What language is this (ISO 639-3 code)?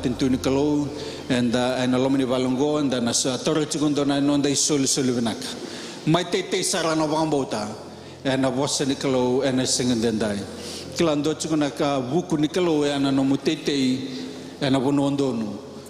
fij